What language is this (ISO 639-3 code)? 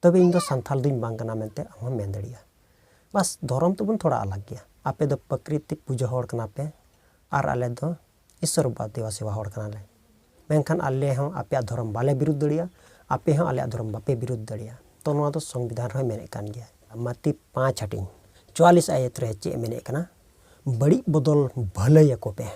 sat